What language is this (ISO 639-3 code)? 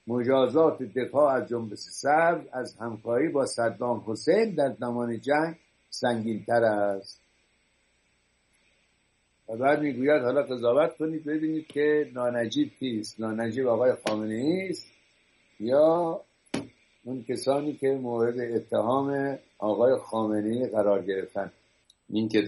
fas